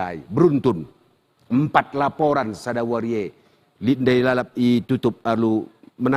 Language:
Batak Karo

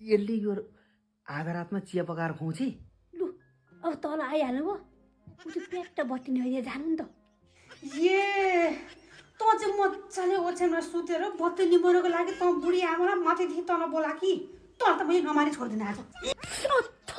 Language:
Nepali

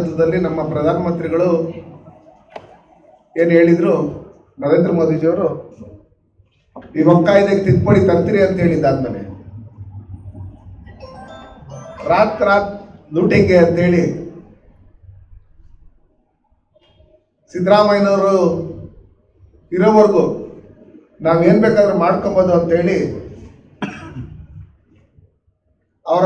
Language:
Kannada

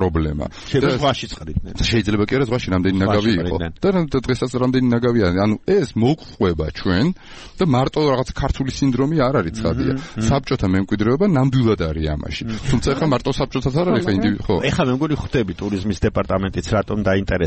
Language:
Georgian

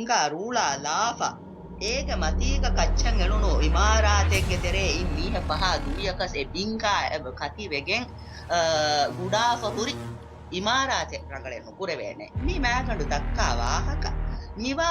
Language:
Divehi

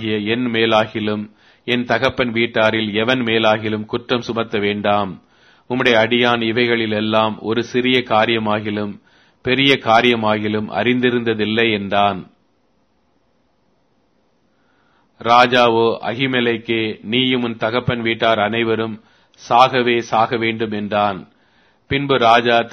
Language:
Tamil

